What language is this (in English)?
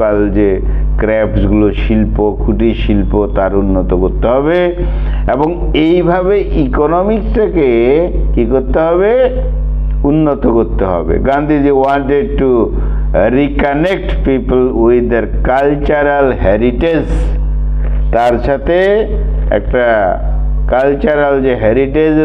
Bangla